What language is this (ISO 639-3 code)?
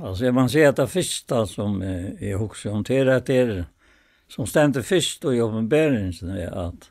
fao